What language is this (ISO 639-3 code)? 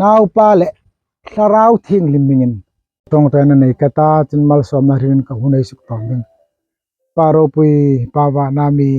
hmr